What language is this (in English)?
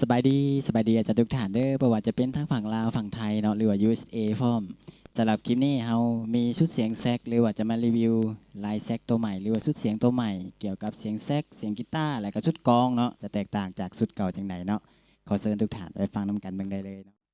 Lao